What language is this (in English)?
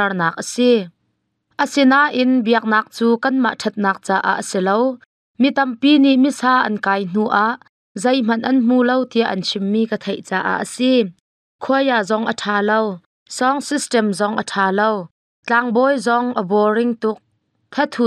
Hakha Chin